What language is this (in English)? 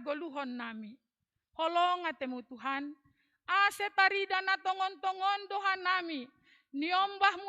Batak Simalungun